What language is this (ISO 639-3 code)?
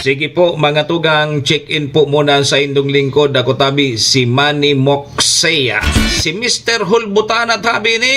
bik